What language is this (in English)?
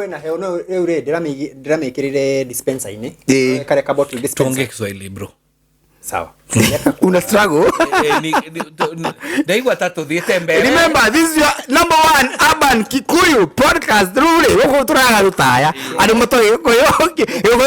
Kikuyu